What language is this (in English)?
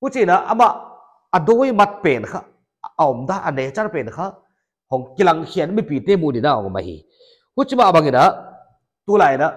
Paite Chin